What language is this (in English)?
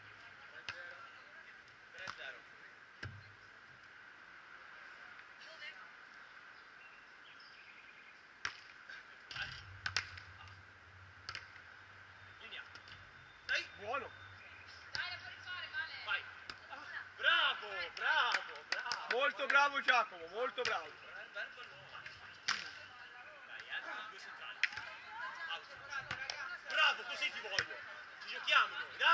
Italian